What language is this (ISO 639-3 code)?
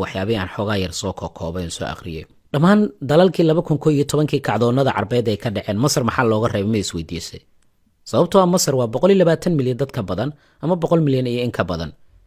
som